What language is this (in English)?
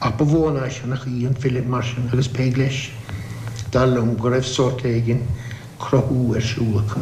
Irish